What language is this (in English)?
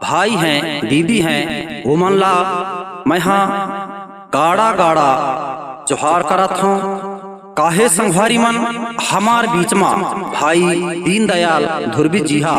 Chhattisgarhi